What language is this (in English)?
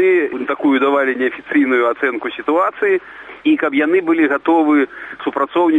Belarusian